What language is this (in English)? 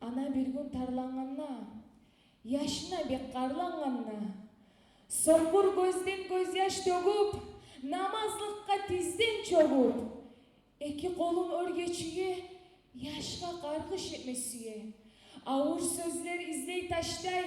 Kumyk